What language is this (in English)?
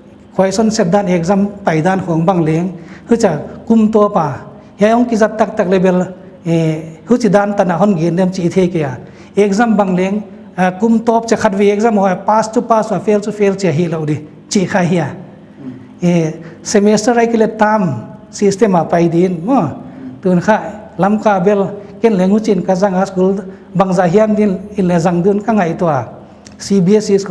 Paite Chin